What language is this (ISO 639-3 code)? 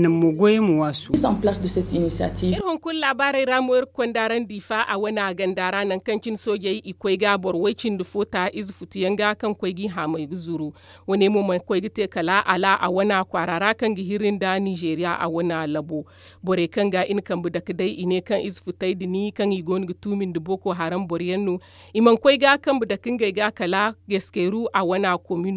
dje